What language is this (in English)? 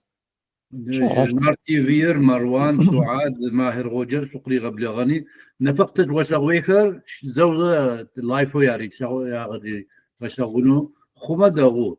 Adyghe